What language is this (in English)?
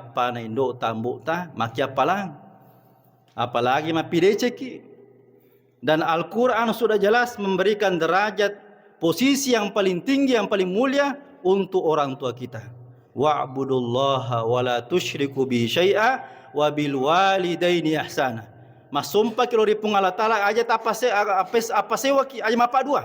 Buginese